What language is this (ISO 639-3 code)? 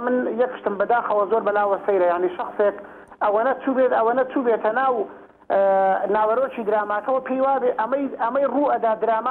ckb